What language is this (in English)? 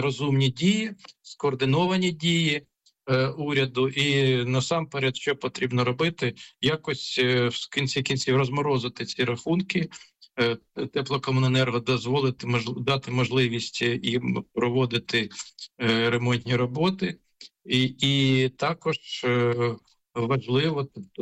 Ukrainian